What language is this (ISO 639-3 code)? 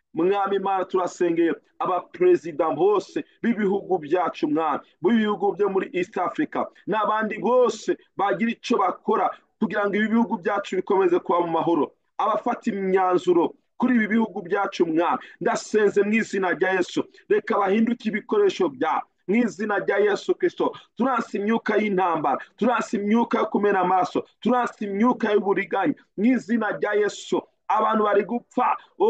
kin